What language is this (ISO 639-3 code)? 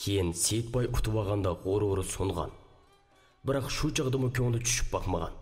uig